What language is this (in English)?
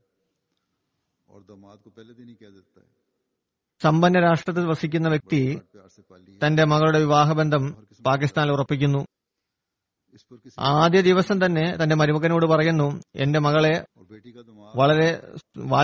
Malayalam